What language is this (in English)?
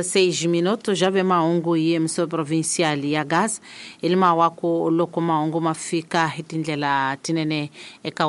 Tsonga